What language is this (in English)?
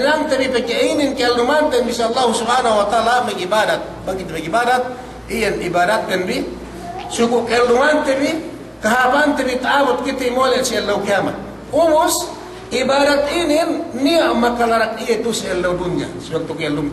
Yakan